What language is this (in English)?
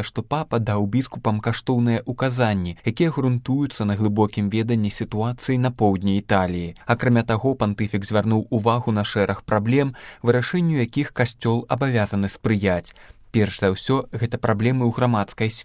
Belarusian